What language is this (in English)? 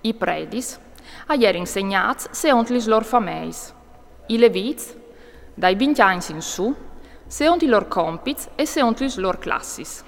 Friulian